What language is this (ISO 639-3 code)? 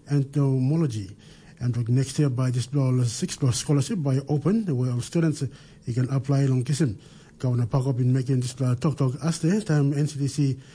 tpi